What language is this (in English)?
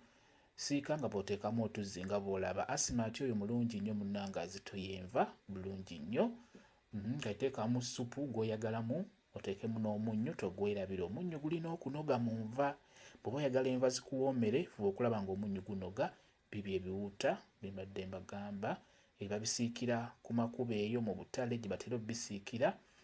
Ganda